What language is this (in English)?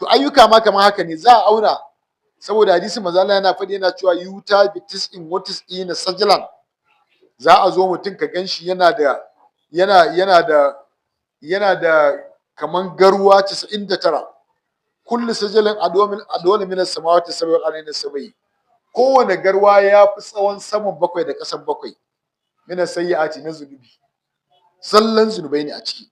Hausa